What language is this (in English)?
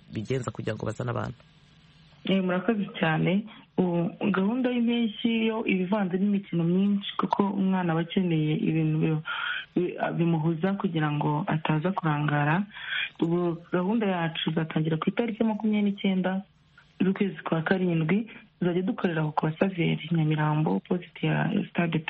Kinyarwanda